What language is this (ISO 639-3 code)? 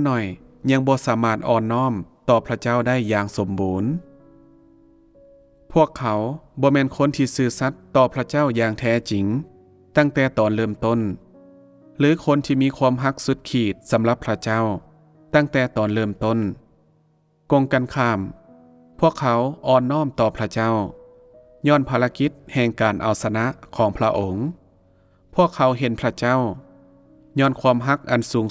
lao